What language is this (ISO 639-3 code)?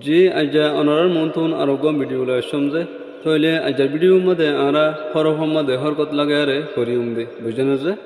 rhg